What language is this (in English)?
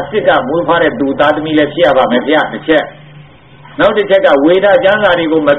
Burmese